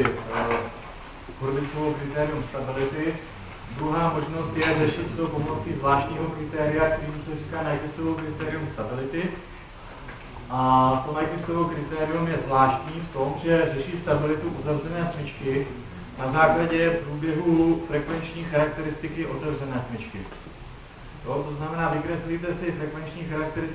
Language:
Czech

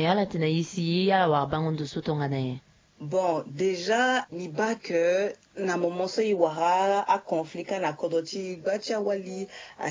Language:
Sango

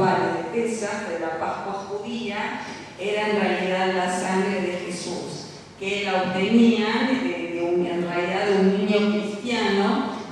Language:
Ladino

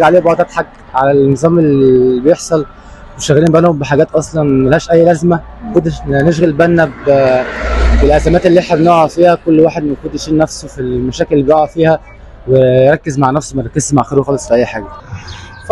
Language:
Egyptian Arabic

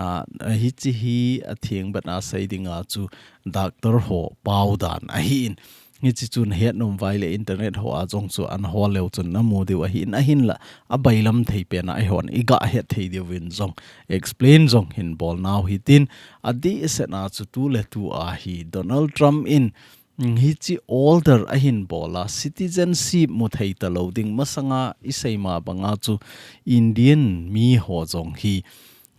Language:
Thado Chin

